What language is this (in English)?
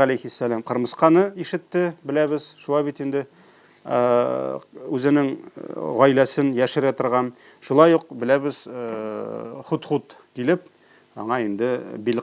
Tatar